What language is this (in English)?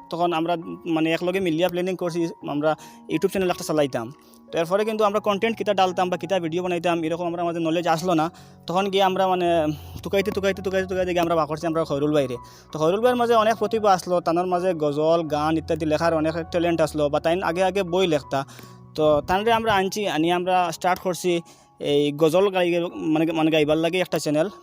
Sylheti